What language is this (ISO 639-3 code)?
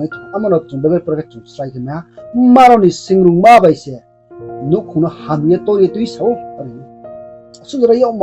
ria